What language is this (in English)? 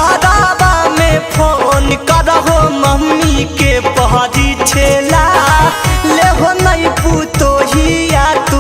Magahi